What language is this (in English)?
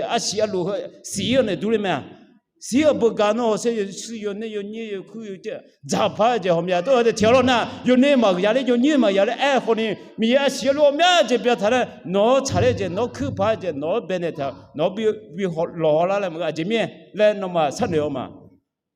Akha